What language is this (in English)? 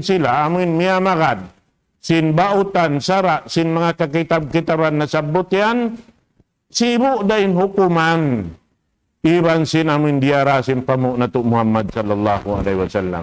Tausug